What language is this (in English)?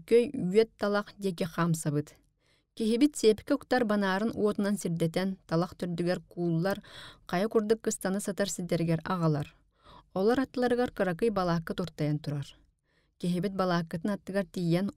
Yakut